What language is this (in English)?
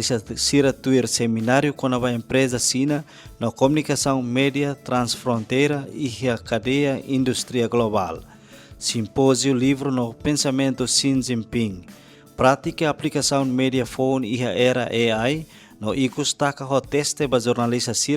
Tetum